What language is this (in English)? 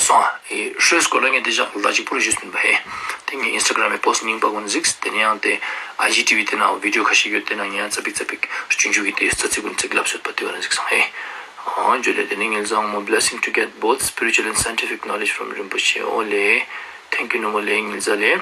Ladakhi